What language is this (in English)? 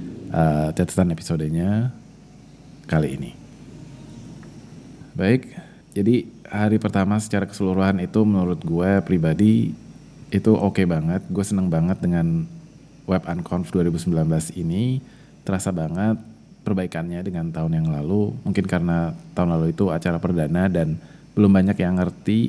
Indonesian